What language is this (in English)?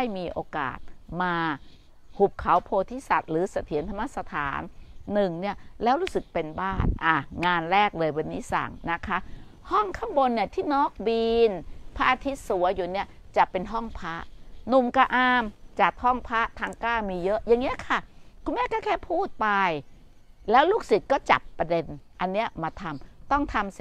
Thai